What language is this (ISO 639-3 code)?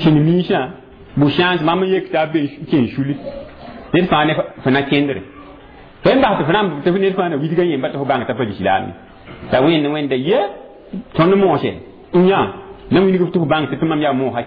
mos